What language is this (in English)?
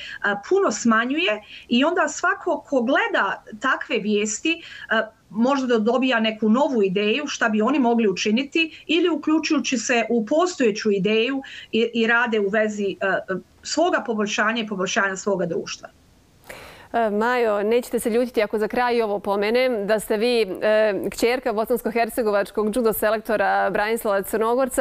Bosnian